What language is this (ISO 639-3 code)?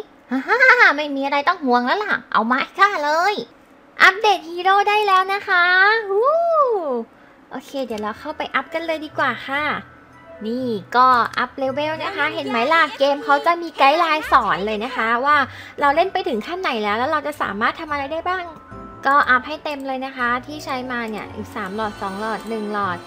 tha